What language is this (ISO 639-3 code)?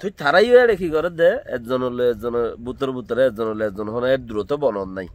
rhg